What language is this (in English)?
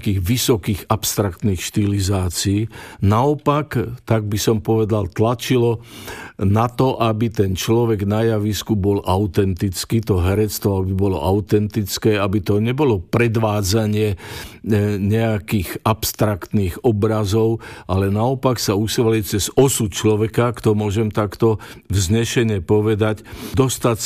Slovak